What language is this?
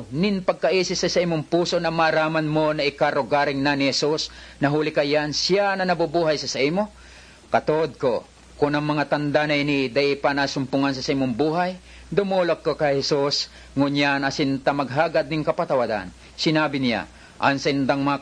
Bikol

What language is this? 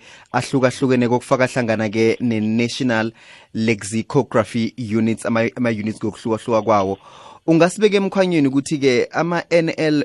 South Ndebele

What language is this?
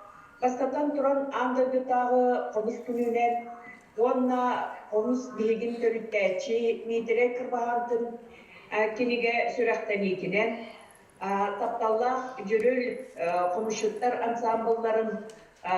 Yakut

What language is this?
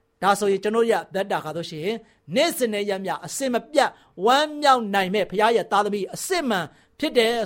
Burmese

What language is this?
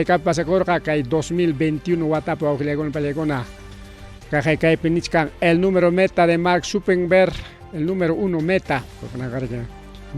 Ayacucho Quechua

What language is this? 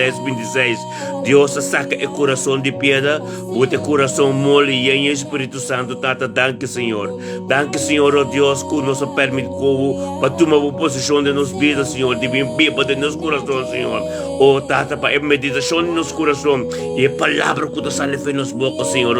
Papiamento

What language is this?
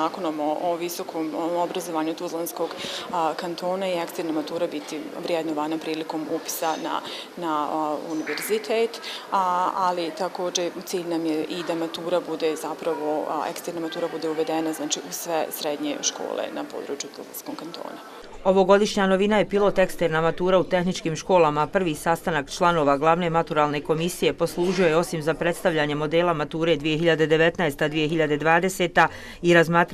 Bosnian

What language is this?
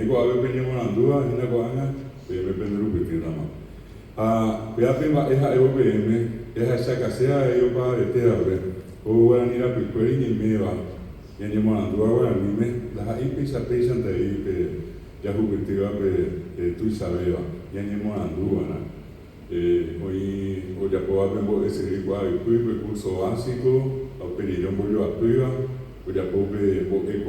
Guarani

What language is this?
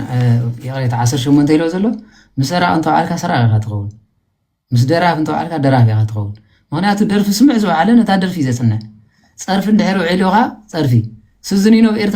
Tigrinya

